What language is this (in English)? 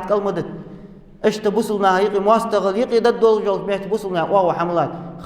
Ingush